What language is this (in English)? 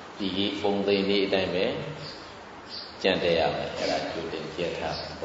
Burmese